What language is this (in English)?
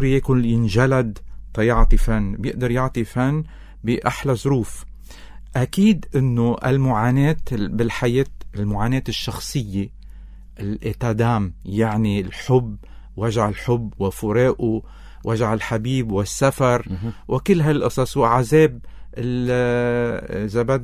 North Levantine Arabic